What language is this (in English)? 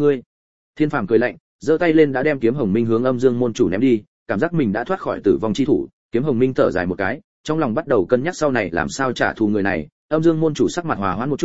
Vietnamese